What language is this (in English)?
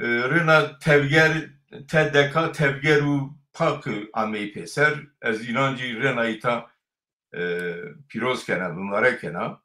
Zaza